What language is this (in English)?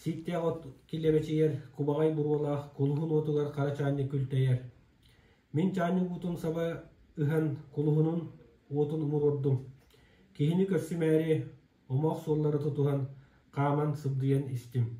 Yakut